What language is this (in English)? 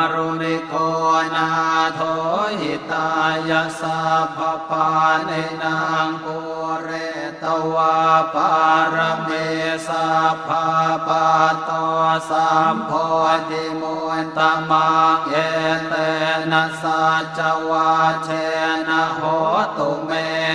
Pali